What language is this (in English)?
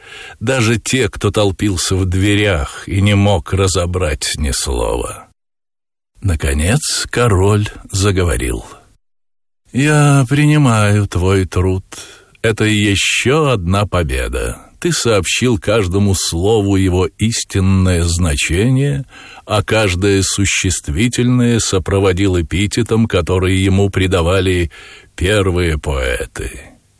Russian